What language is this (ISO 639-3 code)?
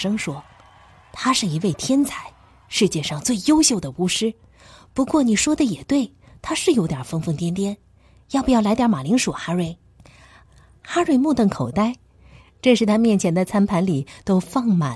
zho